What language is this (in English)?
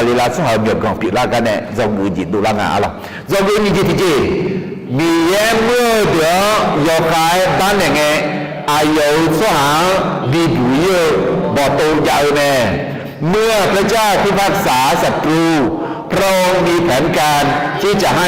Akha